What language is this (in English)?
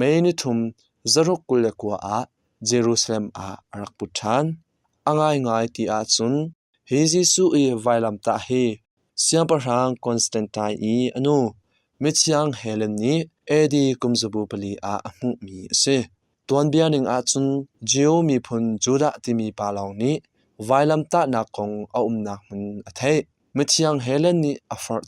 Hakha Chin